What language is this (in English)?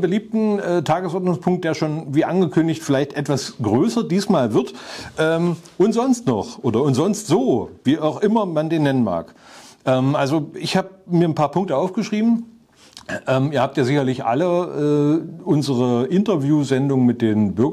German